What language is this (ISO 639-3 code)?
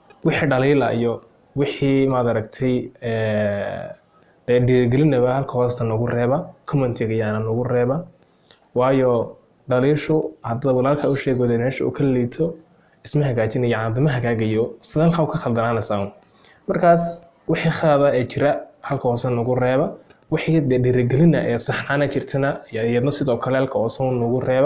som